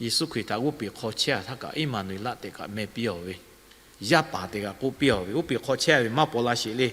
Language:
Lahu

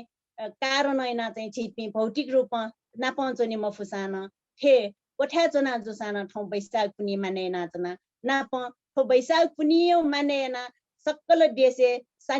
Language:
Newari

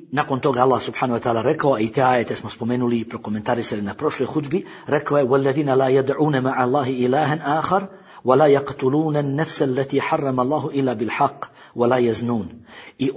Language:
Bosnian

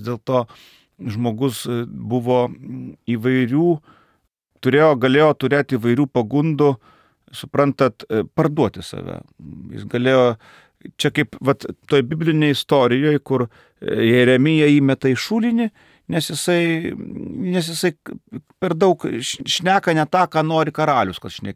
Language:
Lithuanian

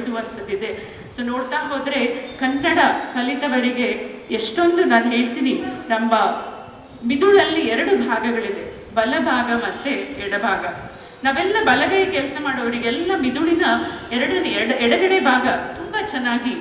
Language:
Kannada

